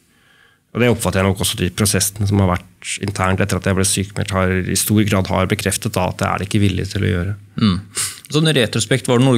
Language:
Norwegian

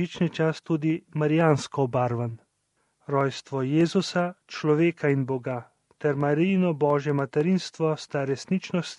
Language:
Slovenian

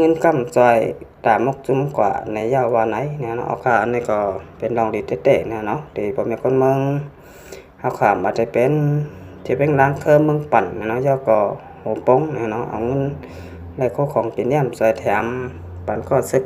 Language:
Shan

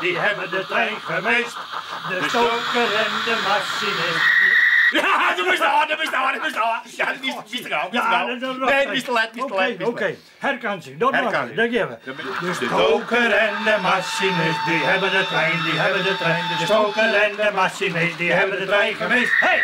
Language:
Western Frisian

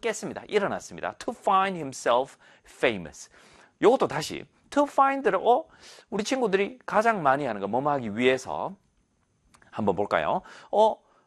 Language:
Korean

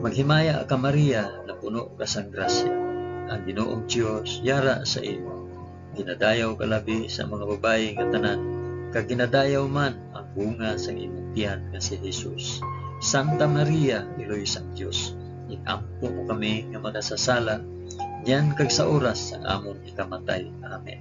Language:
Hiligaynon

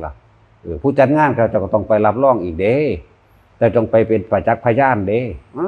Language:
Northeastern Thai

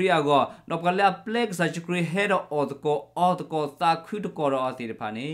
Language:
S'gaw Karen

